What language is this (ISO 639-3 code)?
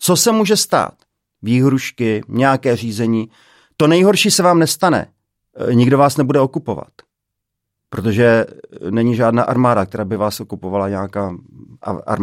ces